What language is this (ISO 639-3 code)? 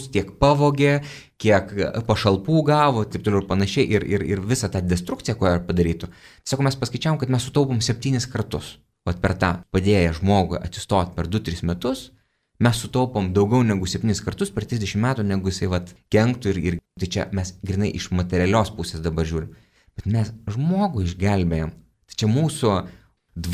lit